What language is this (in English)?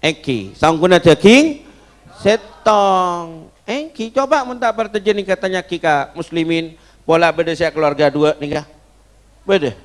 Madurese